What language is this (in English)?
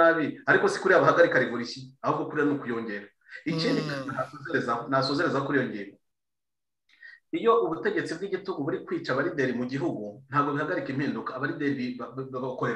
Kinyarwanda